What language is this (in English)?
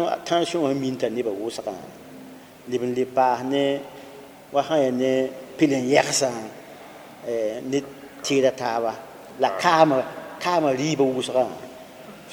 Mossi